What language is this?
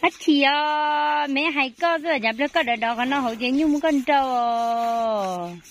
Hmong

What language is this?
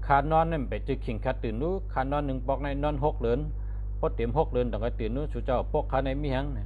Shan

